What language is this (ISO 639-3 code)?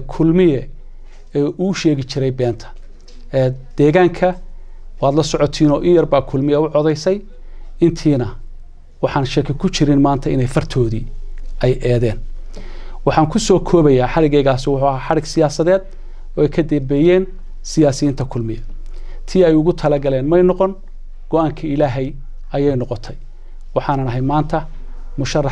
som